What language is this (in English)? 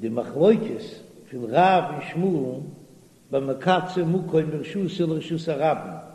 Yiddish